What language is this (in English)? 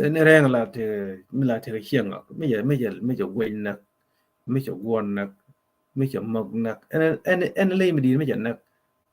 Nuer